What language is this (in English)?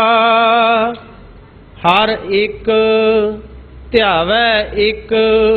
Punjabi